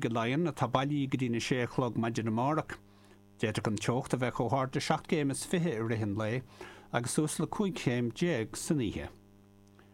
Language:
Irish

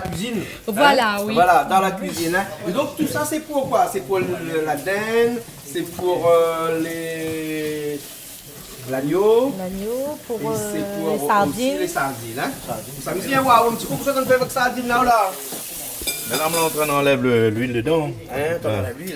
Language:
Réunion Creole French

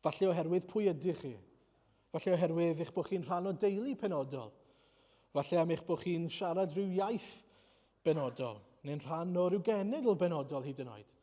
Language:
Welsh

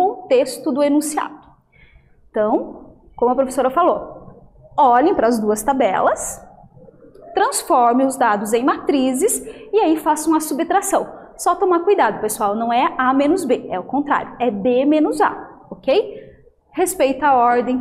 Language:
Portuguese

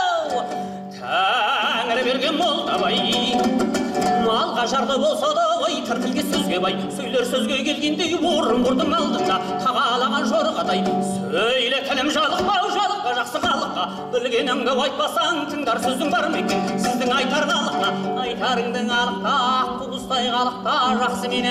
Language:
Kazakh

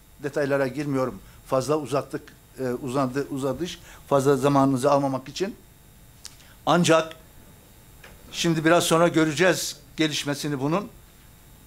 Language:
Turkish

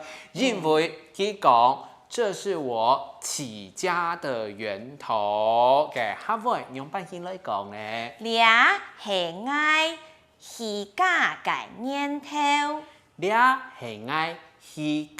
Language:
Hakka Chinese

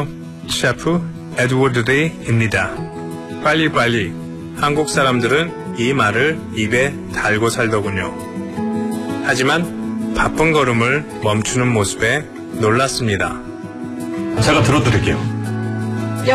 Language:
Korean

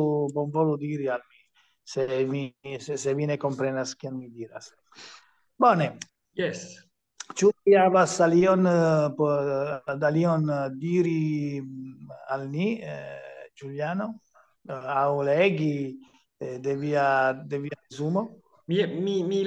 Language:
Esperanto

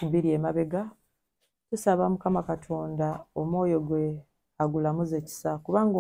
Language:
Ganda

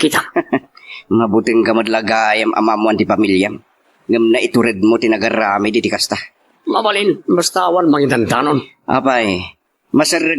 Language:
Iloko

